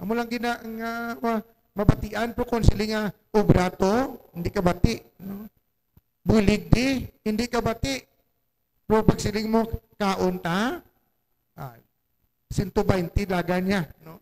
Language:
Hiligaynon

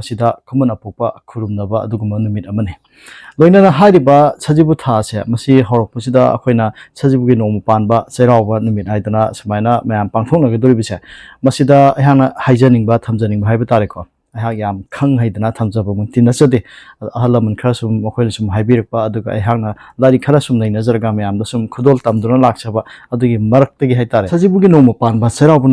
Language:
Manipuri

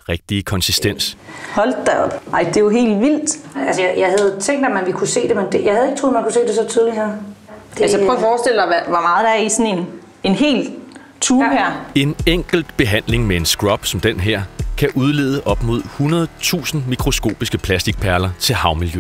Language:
Danish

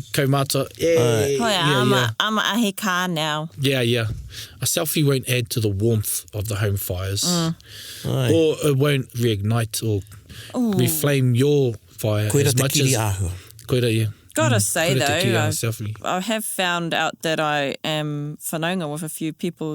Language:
Māori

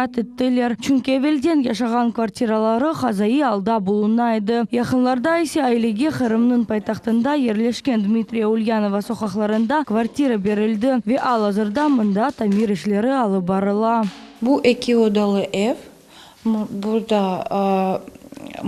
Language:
Crimean Tatar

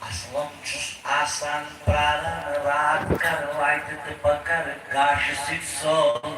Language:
Kashmiri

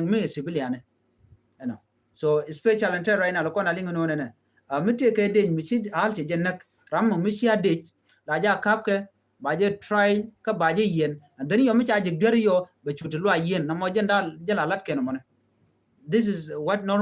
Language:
Nuer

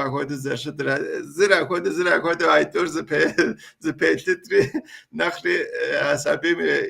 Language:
Kabardian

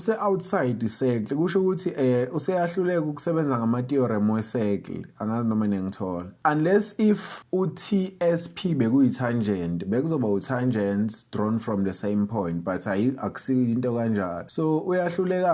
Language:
Zulu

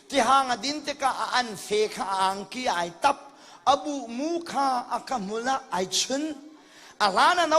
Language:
Hakha Chin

